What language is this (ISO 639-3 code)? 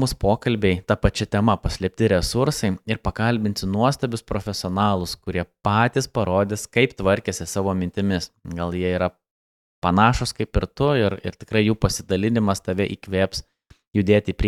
lit